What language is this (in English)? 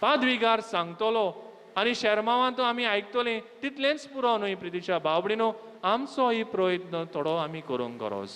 Konkani